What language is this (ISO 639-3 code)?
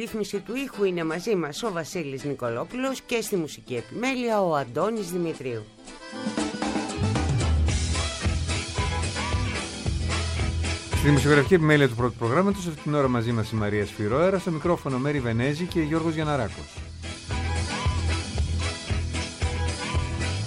ell